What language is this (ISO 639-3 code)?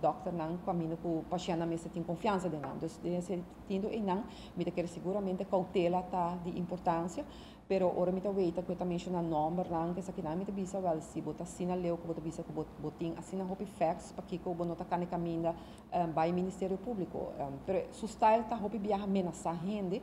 pap